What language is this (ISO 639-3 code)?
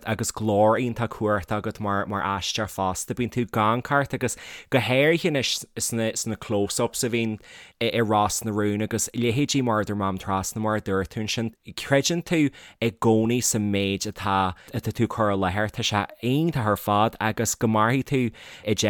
gle